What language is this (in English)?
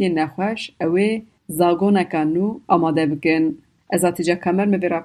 Kurdish